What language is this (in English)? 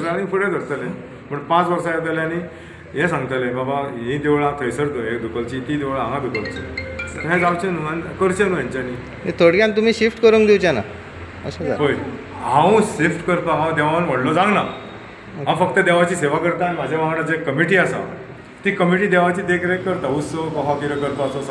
Konkani